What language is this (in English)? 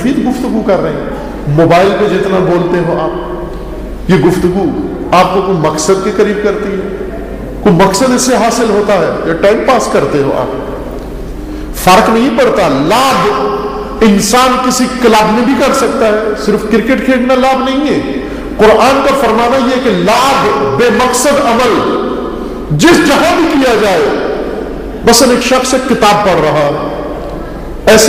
Urdu